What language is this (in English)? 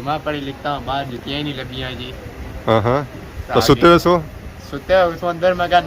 Pahari-Potwari